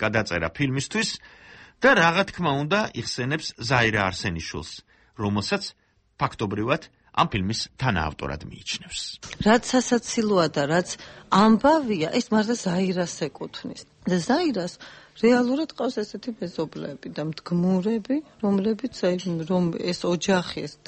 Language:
Georgian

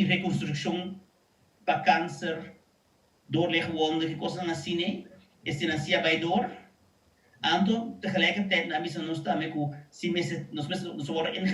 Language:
Papiamento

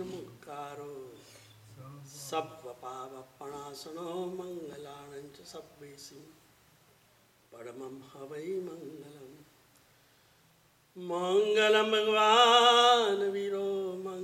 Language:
Gujarati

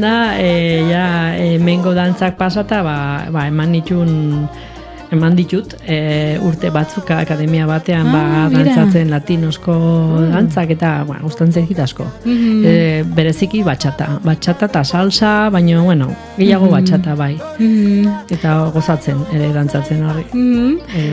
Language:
Basque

